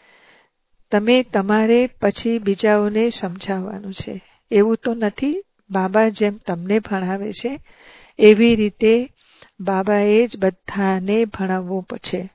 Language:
Gujarati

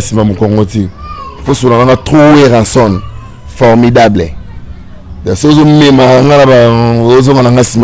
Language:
Lingala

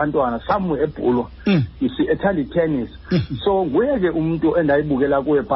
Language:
Xhosa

